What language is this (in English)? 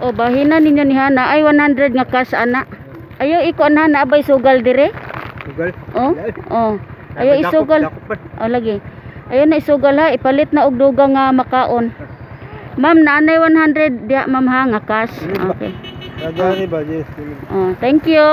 Cebuano